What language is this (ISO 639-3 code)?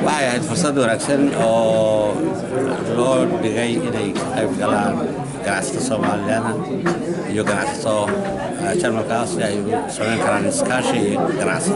som